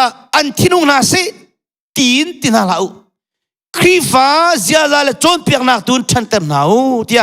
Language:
Hakha Chin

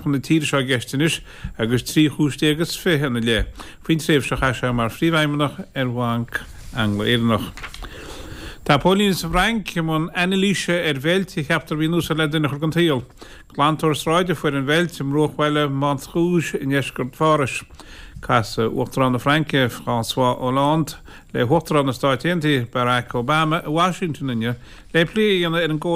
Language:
Irish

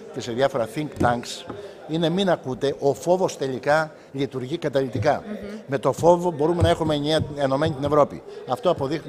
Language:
Greek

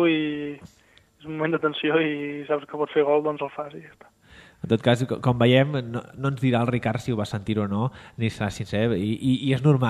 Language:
Catalan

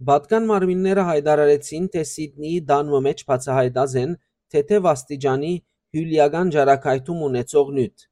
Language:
Western Armenian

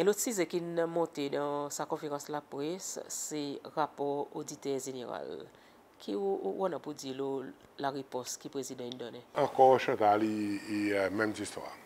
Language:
Seselwa Creole French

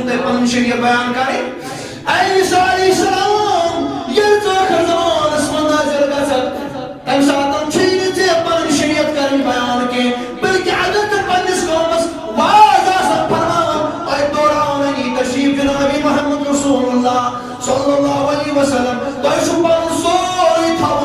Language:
Kashmiri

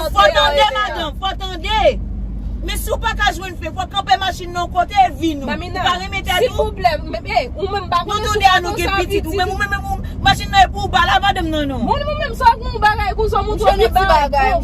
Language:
Haitian Creole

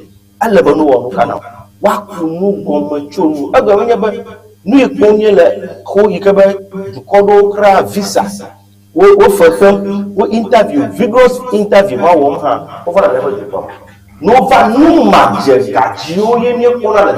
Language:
Ewe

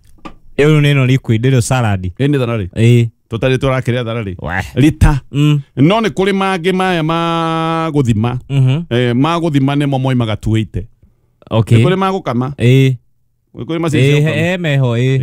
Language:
Kikuyu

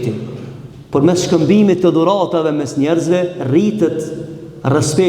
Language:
Albanian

